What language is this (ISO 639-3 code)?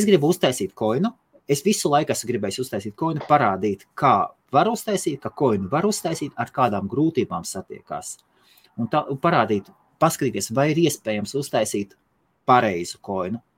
lav